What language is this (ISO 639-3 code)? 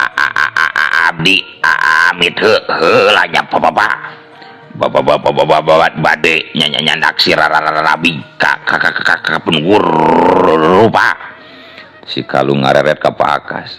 sun